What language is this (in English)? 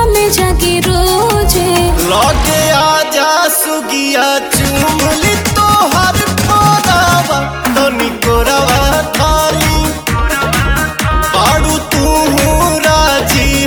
Bhojpuri